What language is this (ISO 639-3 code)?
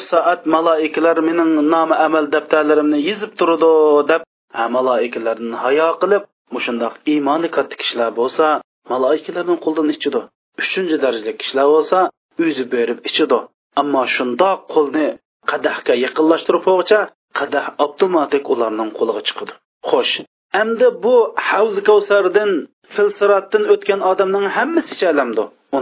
uig